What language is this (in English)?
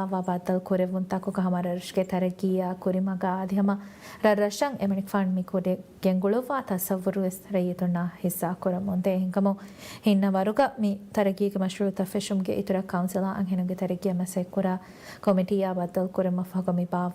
Divehi